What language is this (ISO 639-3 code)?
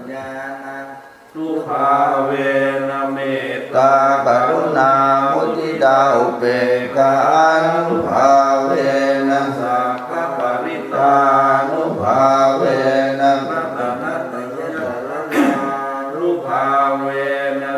pli